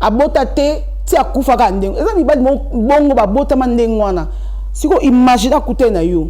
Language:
Lingala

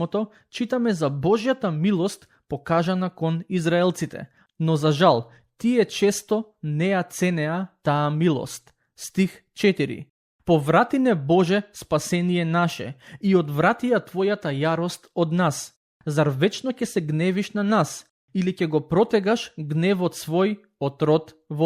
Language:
Macedonian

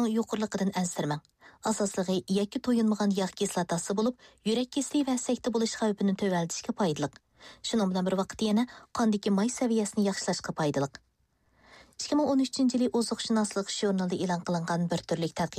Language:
Uyghur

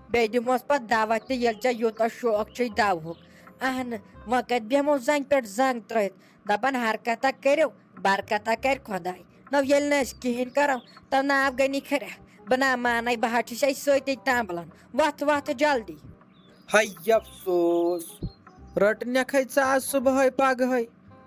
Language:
Kashmiri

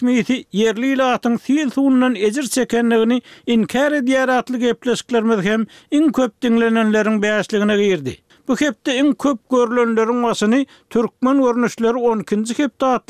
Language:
Turkmen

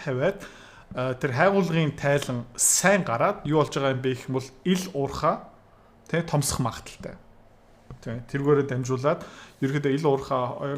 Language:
Mongolian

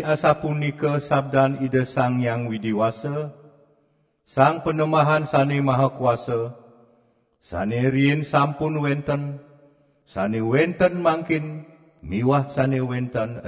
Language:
Balinese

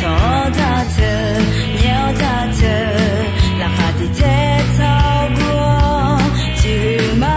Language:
Akha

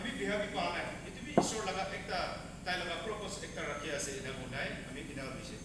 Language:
Naga Pidgin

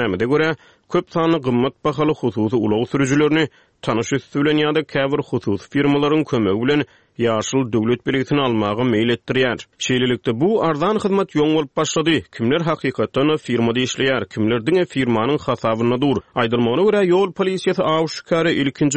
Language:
Turkmen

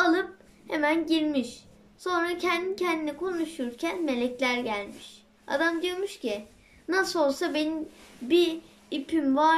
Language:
Turkish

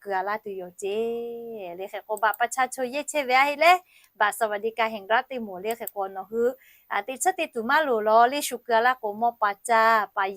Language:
Lahu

